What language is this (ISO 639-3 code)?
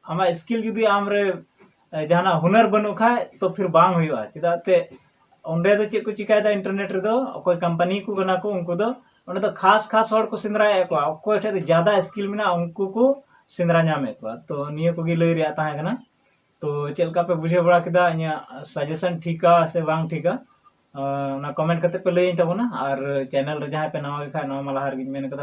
sat